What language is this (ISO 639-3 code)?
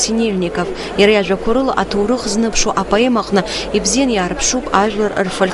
abk